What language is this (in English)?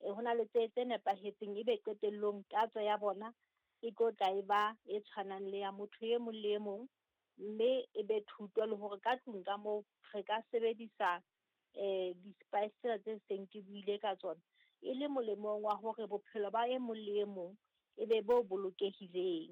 Southern Sotho